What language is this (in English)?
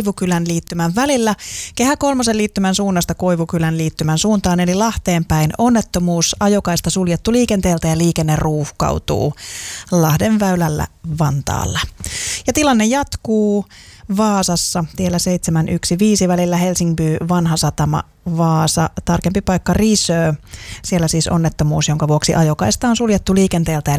Finnish